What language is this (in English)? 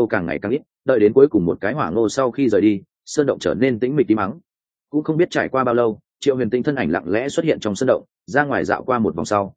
Vietnamese